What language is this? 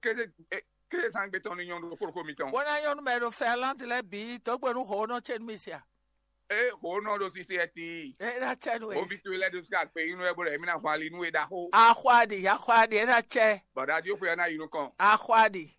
Fon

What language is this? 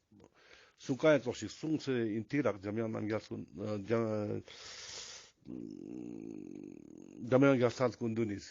Ladakhi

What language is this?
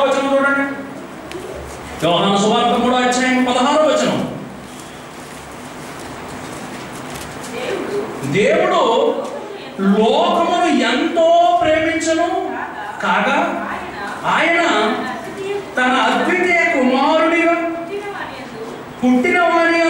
Telugu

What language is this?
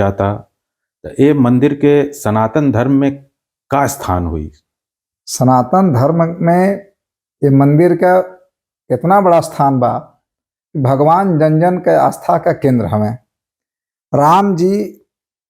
Bhojpuri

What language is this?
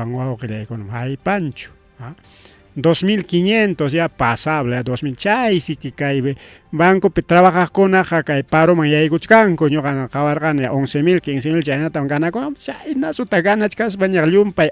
Ayacucho Quechua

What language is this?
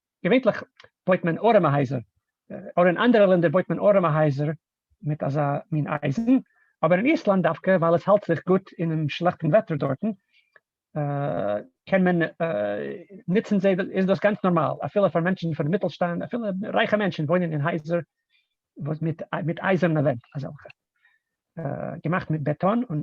Yiddish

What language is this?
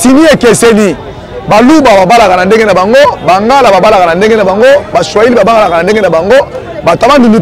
Lingala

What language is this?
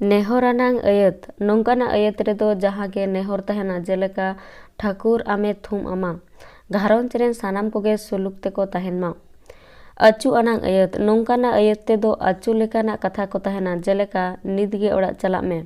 Santali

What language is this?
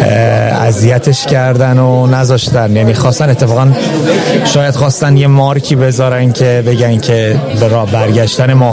Persian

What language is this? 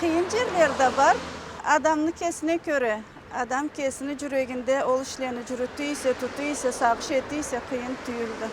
Karachay-Balkar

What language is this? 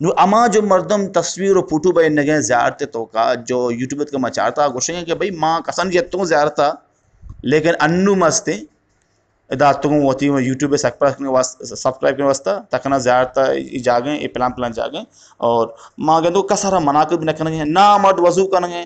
Eastern Balochi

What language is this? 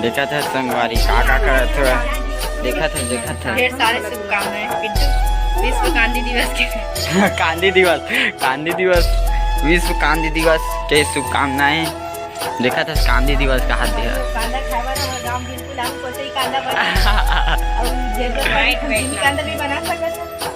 Chhattisgarhi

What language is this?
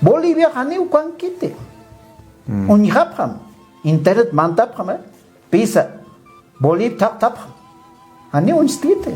Aymara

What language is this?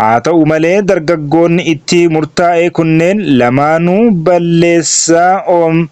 Oromo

